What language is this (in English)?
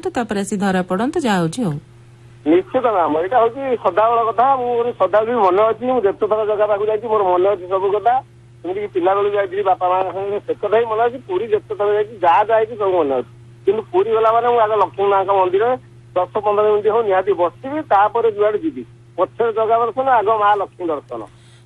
Odia